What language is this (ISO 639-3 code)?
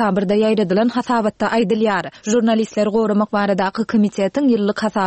tuk